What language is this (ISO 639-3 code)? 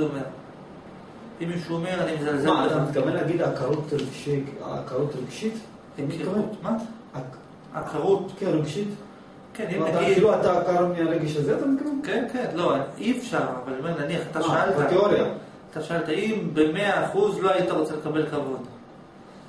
heb